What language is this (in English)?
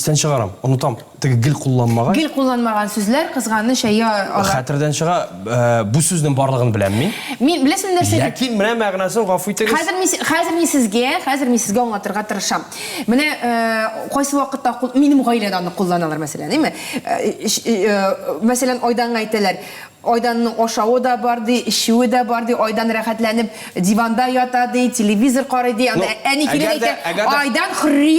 Tatar